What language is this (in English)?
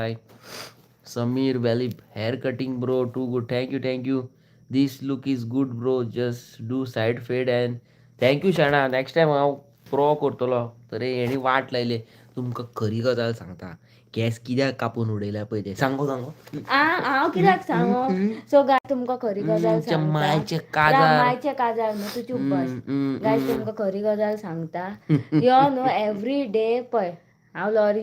Konkani